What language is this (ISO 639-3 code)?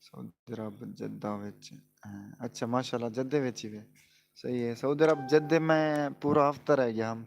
skr